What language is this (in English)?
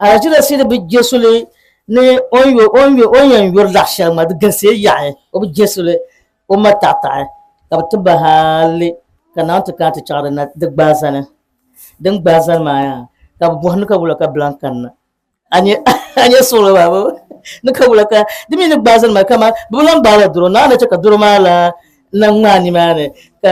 Dagbani